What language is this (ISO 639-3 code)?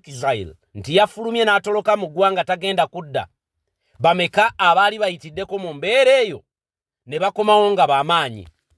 lug